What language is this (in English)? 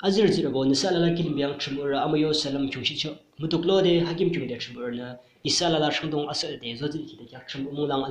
Yimchungru Naga